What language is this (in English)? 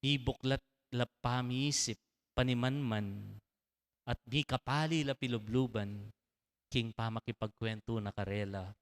Pampanga